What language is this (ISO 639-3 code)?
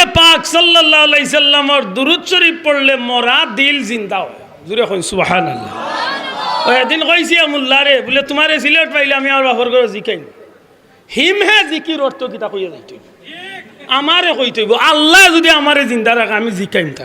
syl